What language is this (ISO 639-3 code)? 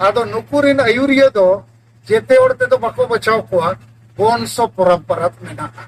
sat